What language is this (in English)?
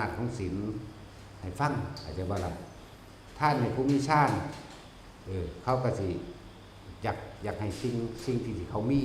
Northeastern Thai